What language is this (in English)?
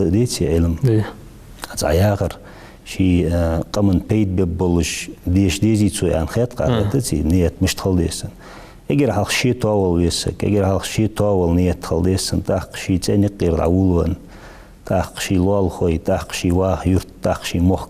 Ingush